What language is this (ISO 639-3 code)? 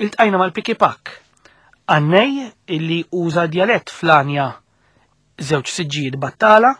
mlt